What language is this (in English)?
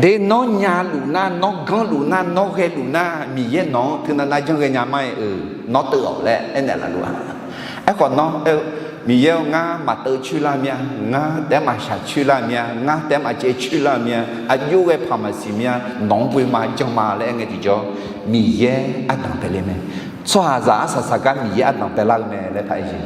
Akha